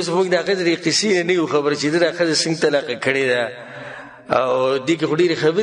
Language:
Pashto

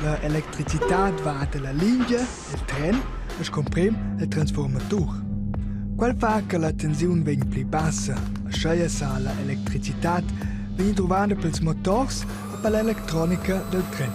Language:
Romansh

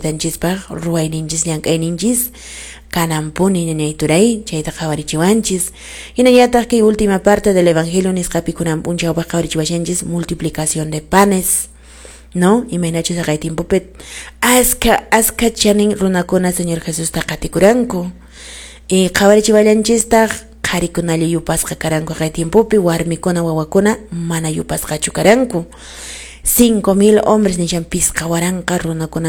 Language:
Quechua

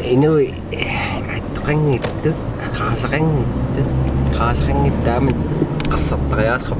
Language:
Kalaallisut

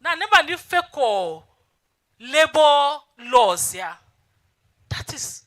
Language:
Tiv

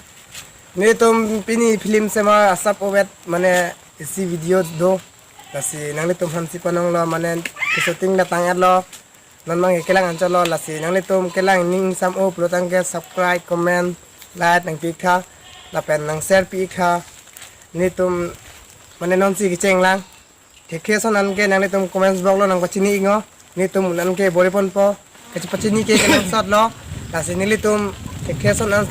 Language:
Karbi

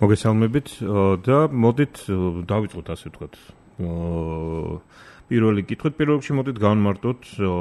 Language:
Georgian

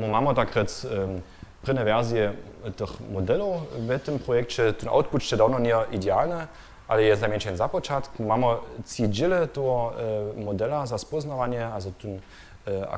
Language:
Upper Sorbian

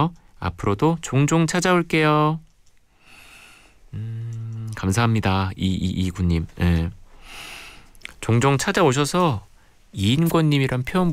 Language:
Korean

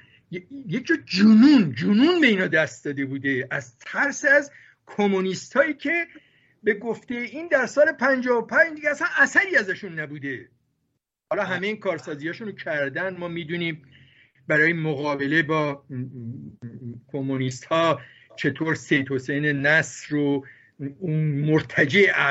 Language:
Persian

